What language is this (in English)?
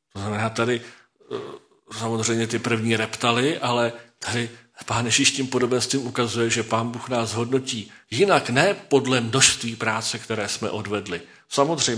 Czech